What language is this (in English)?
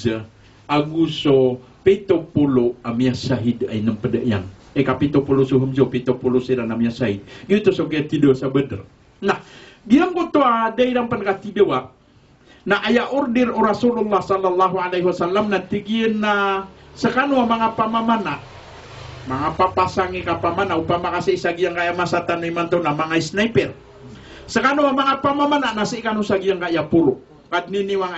Maranao